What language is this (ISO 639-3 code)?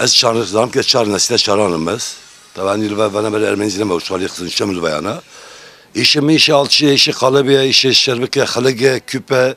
kur